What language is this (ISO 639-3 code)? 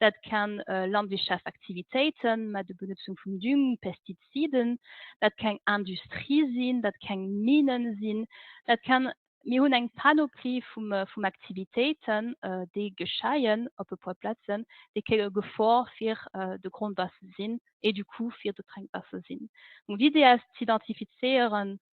ltz